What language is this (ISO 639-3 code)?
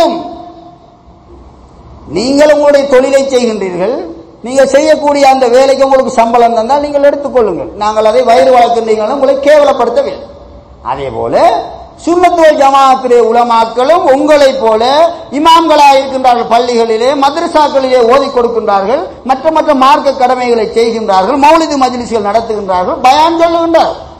tam